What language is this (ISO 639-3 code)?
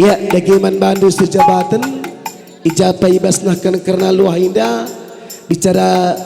btx